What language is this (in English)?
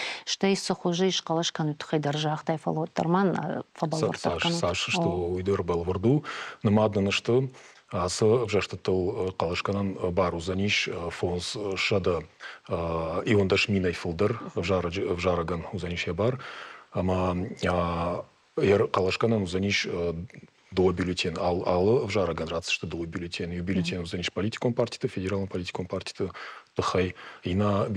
Ossetic